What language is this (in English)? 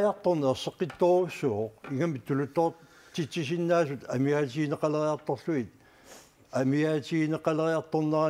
Kalaallisut